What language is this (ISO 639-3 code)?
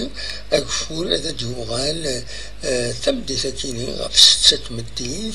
kab